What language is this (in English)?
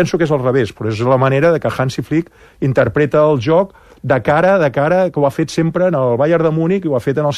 Catalan